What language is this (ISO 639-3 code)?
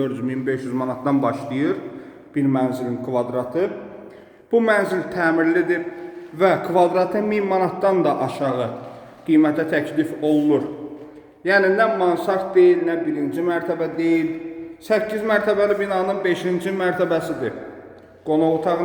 aze